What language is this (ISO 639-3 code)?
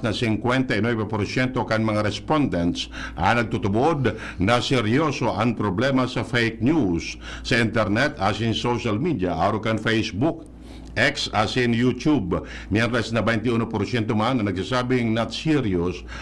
bik